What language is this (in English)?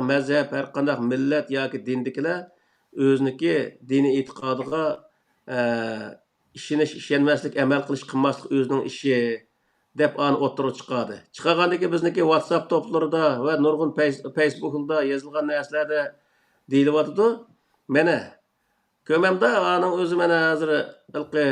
Uyghur